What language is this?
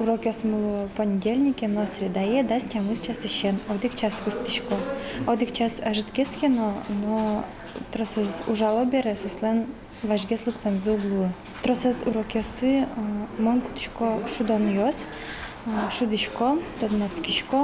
Udmurt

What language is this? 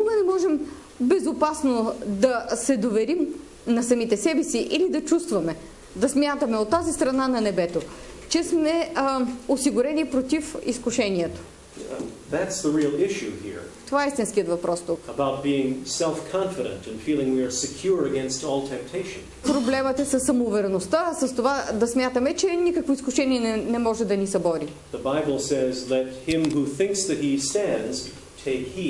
Bulgarian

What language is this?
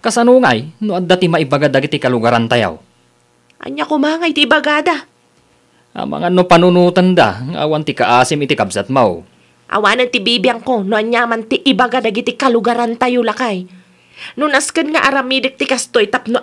Iloko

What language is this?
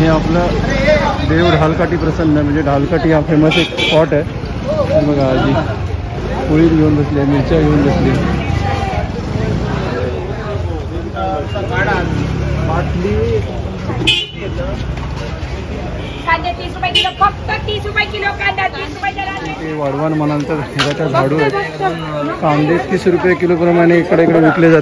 Marathi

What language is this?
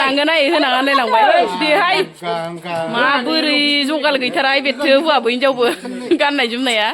Bodo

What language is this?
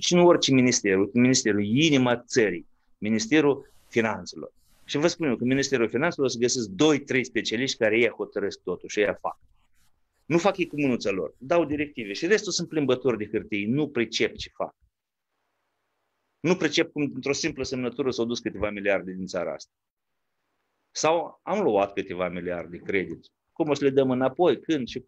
Romanian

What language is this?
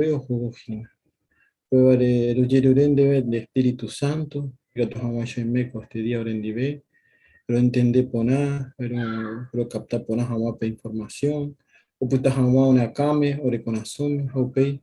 Guarani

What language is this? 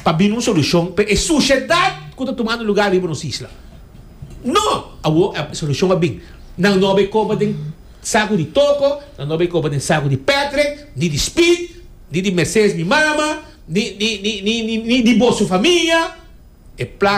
Papiamento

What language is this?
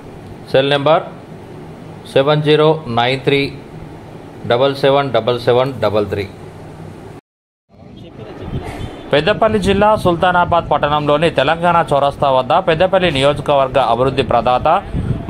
Telugu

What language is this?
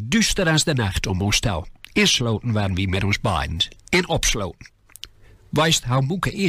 Gronings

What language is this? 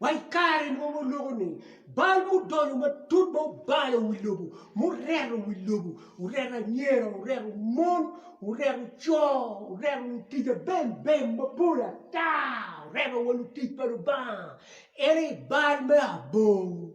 Acoli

